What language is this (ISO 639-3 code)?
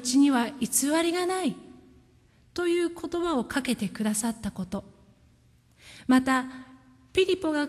jpn